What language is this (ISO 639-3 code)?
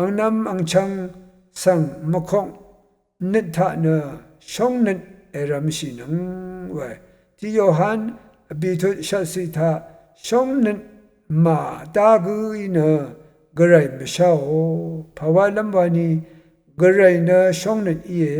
raw